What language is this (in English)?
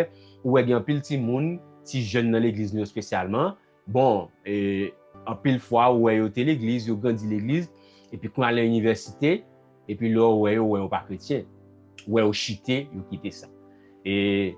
Haitian Creole